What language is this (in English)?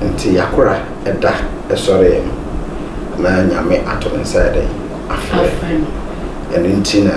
Akan